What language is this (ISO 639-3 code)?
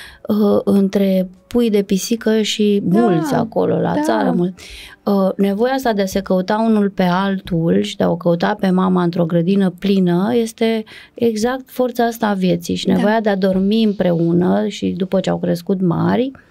ron